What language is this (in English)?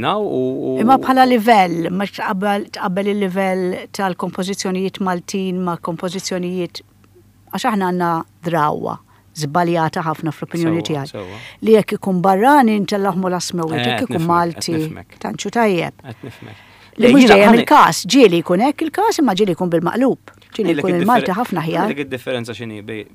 Maltese